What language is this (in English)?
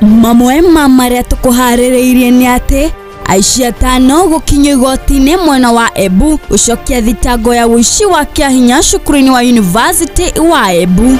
Kikuyu